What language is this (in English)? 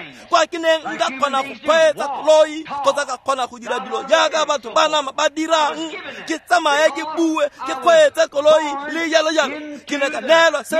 Tswana